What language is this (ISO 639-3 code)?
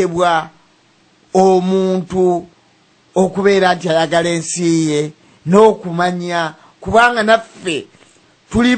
lug